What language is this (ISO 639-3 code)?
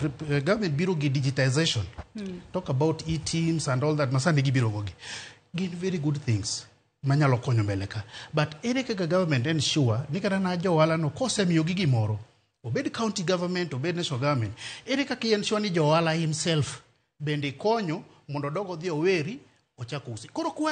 luo